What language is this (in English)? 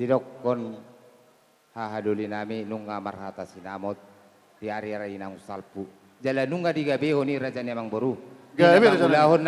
Batak Toba